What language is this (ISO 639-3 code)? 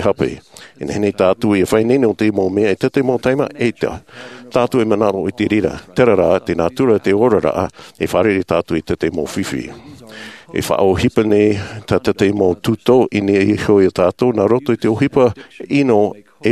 tah